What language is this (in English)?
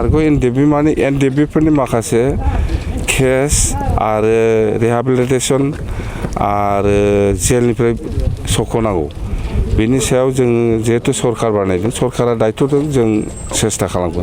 Bodo